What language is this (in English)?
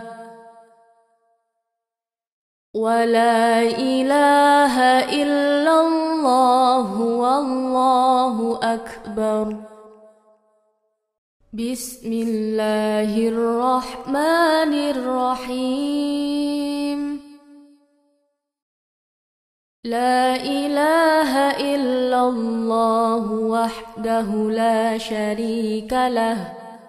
Arabic